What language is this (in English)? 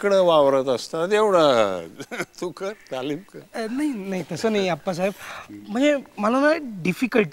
Marathi